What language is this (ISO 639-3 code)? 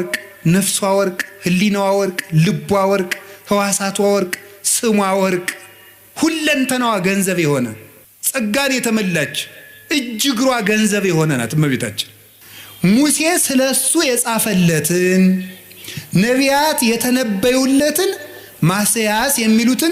amh